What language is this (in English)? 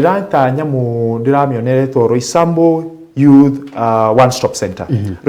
Kikuyu